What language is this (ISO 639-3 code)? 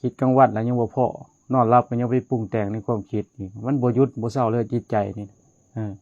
lao